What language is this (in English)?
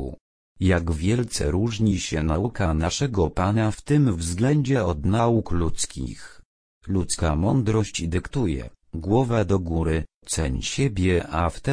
Polish